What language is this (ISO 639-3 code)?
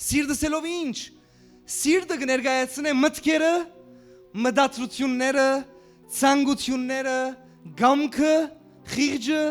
hyw